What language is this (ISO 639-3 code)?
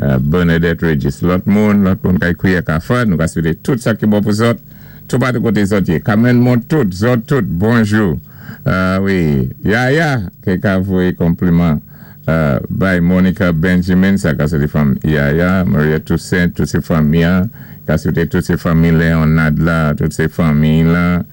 acf